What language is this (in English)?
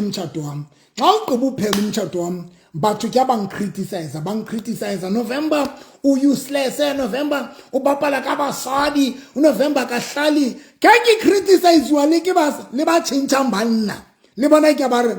Southern Sotho